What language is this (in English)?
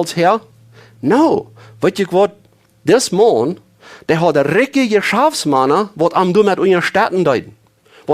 Plautdietsch